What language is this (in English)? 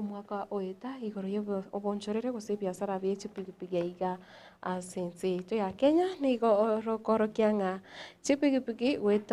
Gusii